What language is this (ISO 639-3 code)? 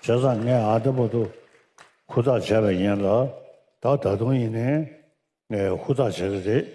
bod